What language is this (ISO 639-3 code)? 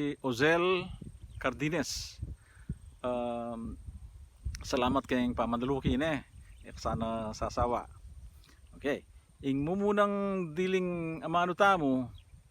pam